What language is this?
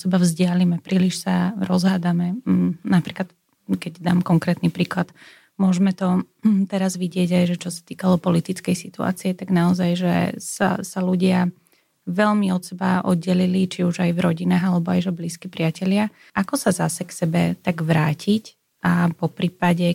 Slovak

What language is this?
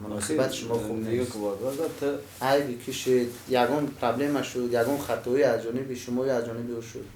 Tajik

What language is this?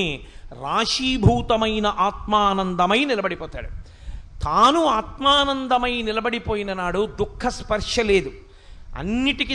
Telugu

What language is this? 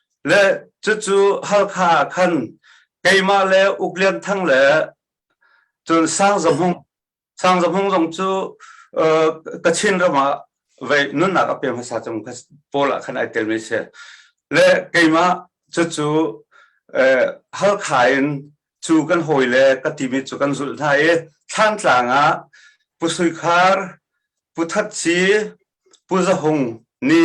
Hakha Chin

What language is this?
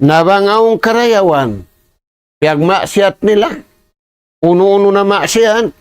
Tausug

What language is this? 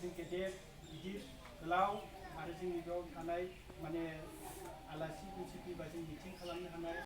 Bodo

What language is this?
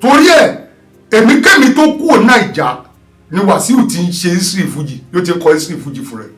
Yoruba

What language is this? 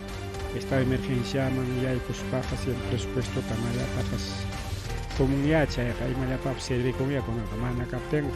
Ayacucho Quechua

